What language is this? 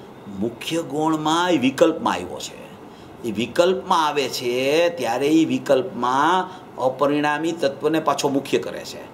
Gujarati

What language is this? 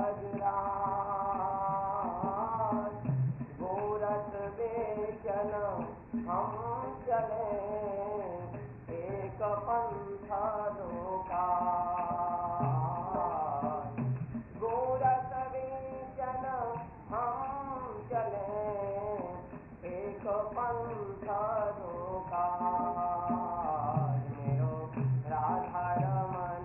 Hindi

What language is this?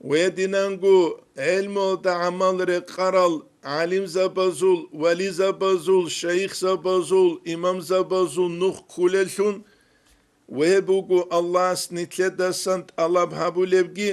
Avaric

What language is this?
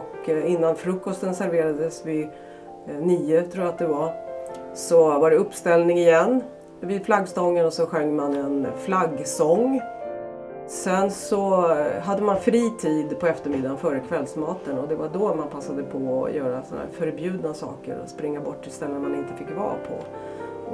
Swedish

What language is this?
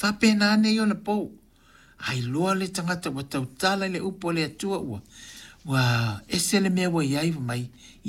Samoan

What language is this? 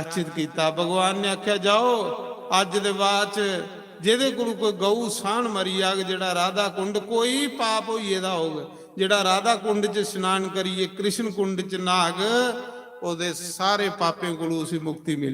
Dogri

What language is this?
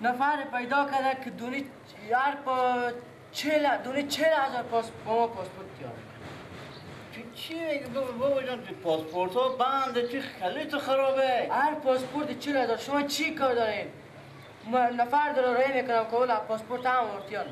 Persian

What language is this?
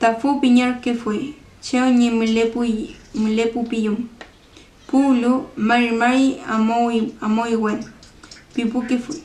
Mapuche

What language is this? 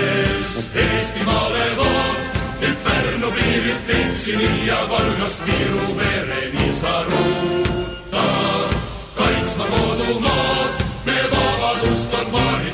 Estonian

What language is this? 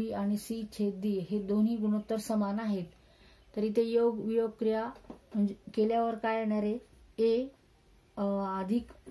Marathi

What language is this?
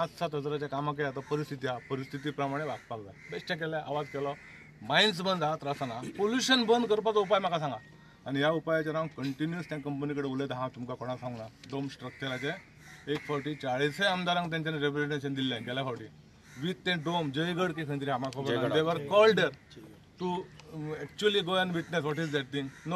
Konkani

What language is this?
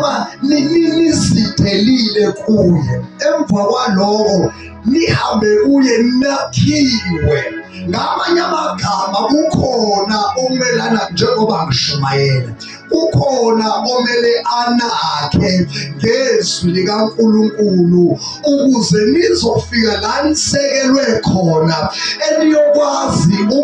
Zulu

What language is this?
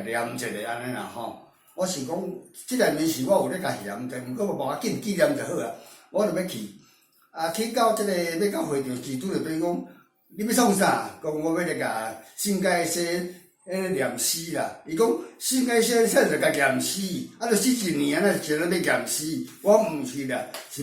Min Nan Chinese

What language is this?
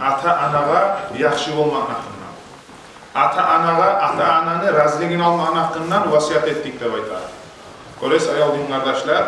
Kumyk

